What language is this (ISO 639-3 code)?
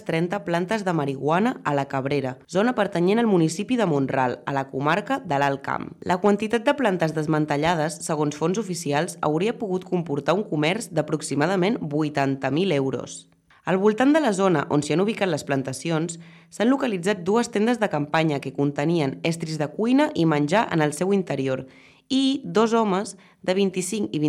cat